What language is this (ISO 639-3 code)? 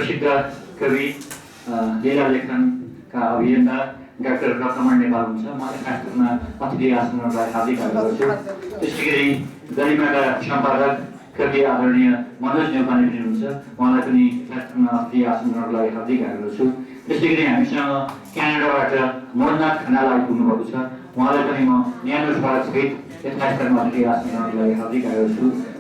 nep